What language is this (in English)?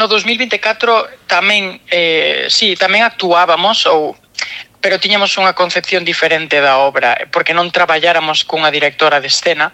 Galician